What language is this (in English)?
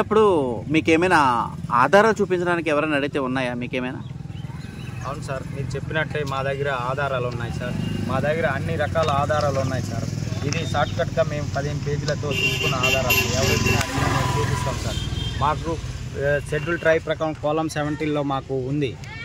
Telugu